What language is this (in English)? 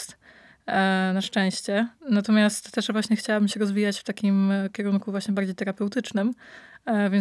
Polish